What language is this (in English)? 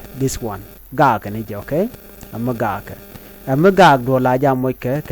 Nuer